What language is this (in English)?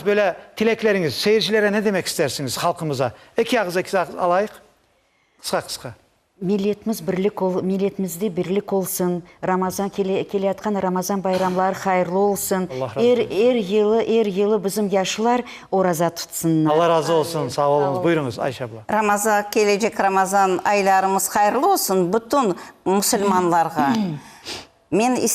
Crimean Tatar